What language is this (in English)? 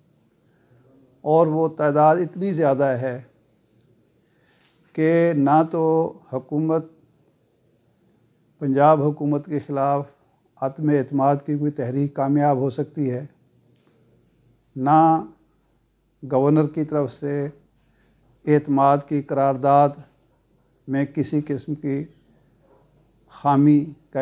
Urdu